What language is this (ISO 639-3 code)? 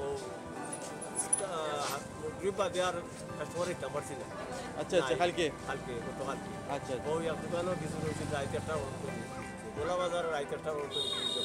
syl